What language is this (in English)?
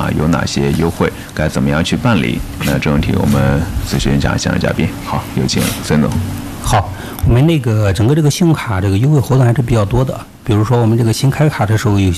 Chinese